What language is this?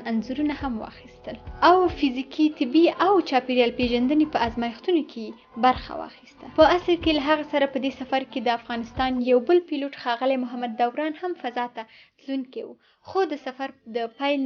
Pashto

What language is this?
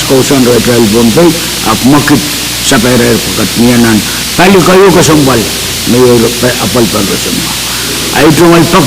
Pohnpeian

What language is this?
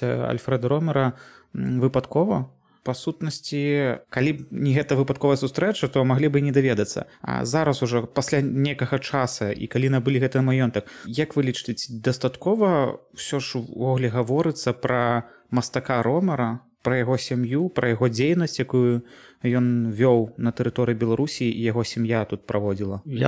Belarusian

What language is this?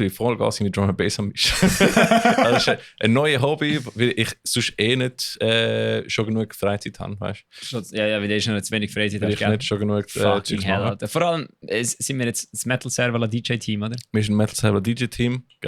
Swiss German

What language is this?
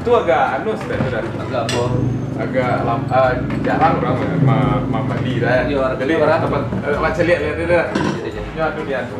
Minangkabau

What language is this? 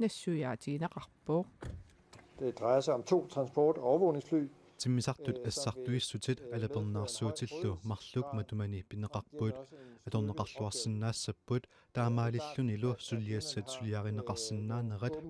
Kalaallisut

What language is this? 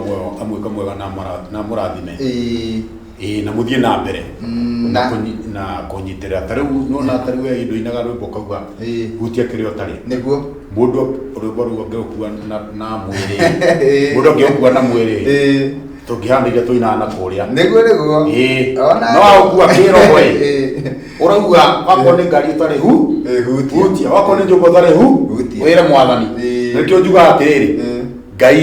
Kikuyu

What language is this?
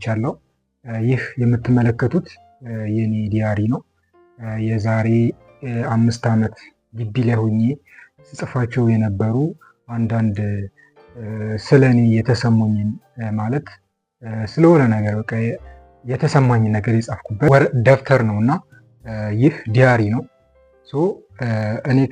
Amharic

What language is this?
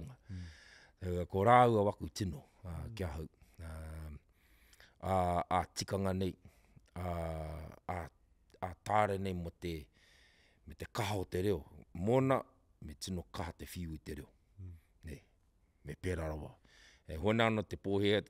Māori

